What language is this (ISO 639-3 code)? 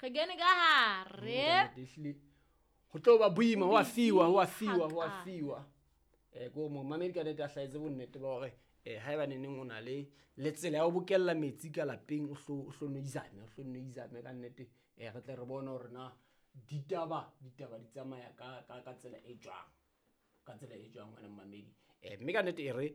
sot